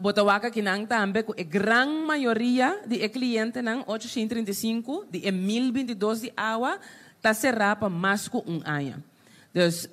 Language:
Papiamento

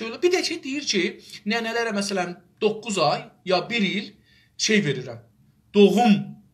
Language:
South Azerbaijani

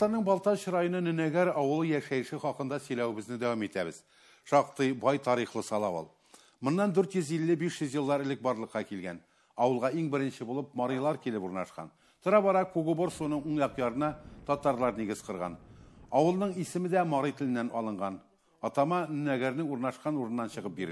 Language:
Tatar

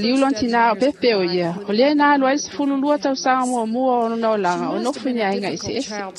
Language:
Samoan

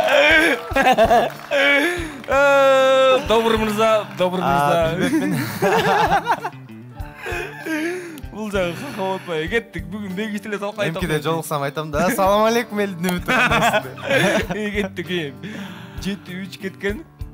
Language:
Kyrgyz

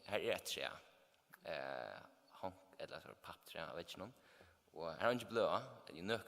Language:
Faroese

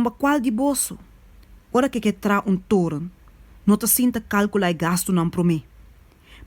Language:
Papiamento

